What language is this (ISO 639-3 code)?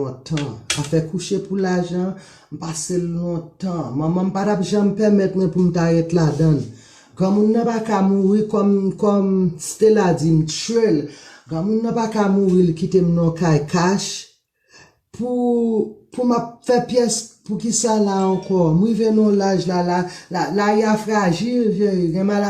hat